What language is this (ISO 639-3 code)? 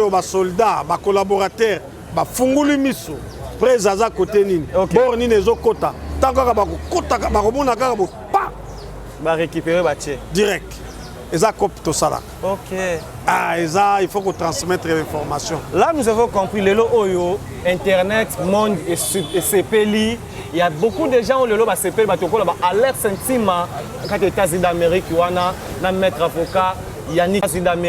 lin